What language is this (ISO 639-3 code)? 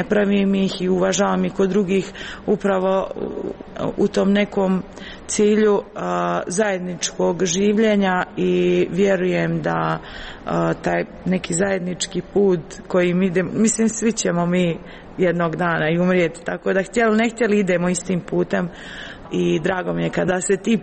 hrv